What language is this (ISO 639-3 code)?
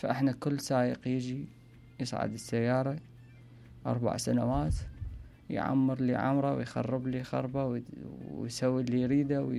acm